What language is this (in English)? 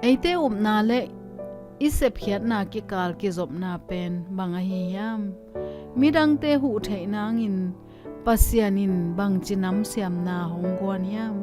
Tedim Chin